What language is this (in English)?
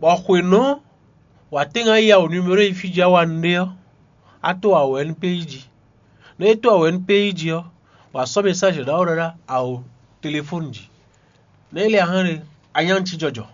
Fon